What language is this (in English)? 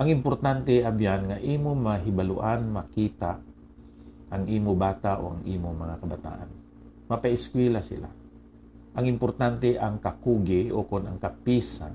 Hiligaynon